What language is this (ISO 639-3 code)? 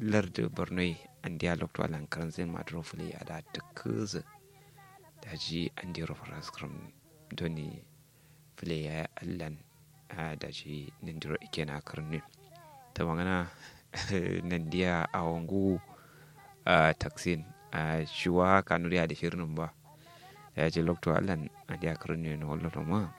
kau